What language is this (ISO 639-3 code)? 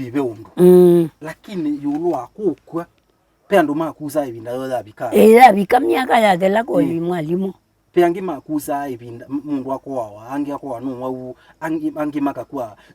kam